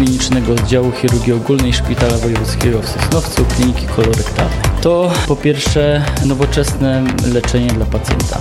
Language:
Polish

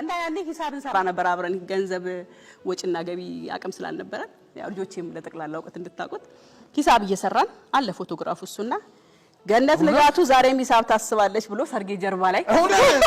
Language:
Amharic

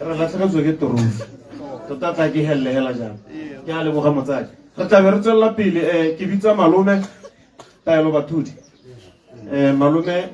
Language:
Tswana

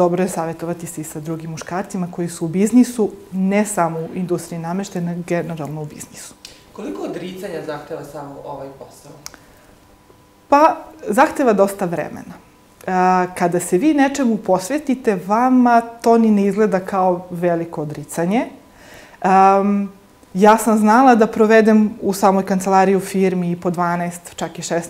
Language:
Serbian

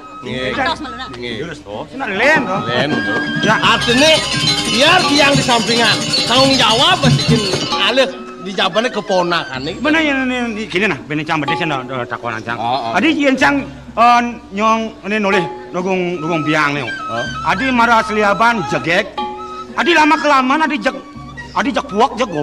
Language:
Balinese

